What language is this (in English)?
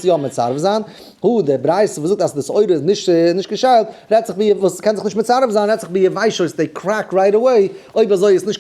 Yiddish